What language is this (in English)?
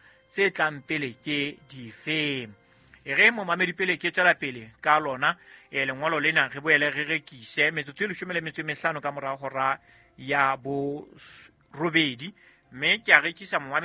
Southern Sotho